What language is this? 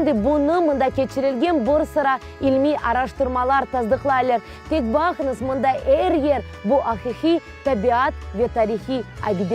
Crimean Tatar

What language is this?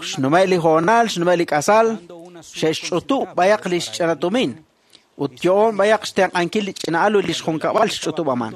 Kekchí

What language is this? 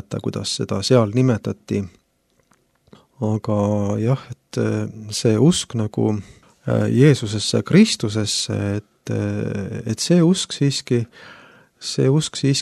Estonian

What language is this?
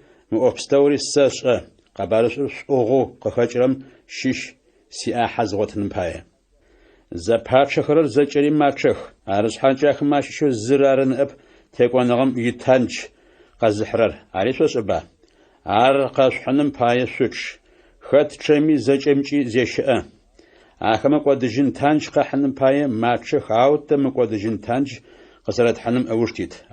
Adyghe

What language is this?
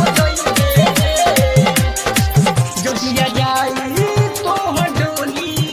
Bhojpuri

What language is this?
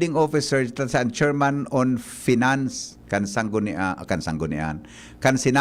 Bikol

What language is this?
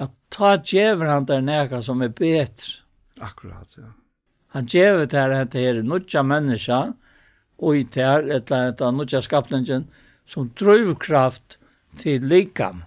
Faroese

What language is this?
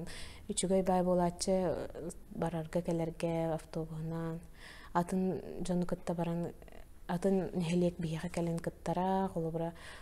Yakut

